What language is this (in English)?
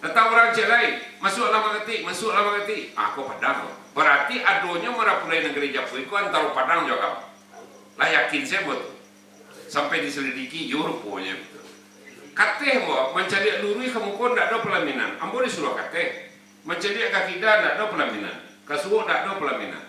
Minangkabau